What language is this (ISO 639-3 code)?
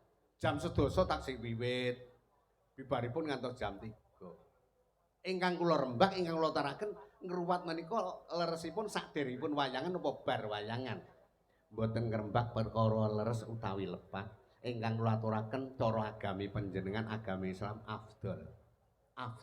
jav